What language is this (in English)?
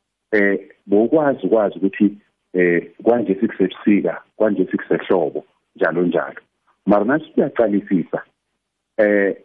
South Ndebele